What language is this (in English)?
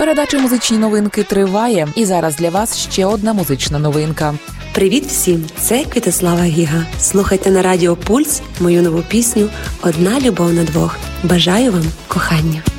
Ukrainian